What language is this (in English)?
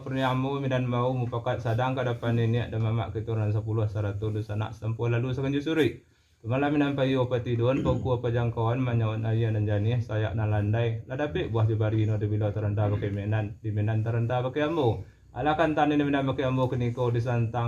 Minangkabau